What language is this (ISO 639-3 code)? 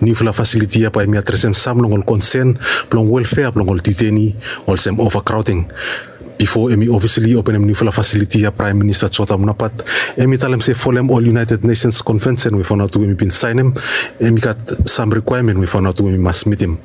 bis